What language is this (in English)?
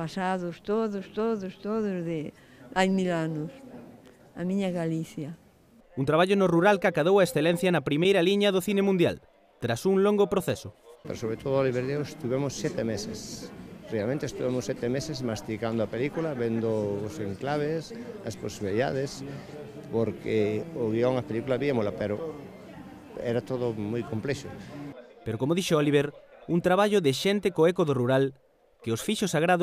Galician